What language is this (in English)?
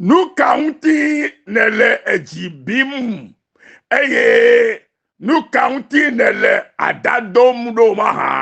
Ewe